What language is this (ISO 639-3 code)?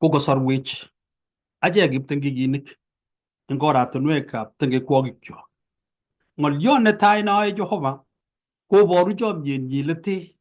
kln